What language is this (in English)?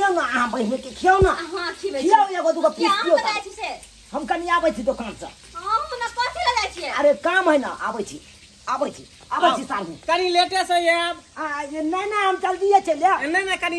Maithili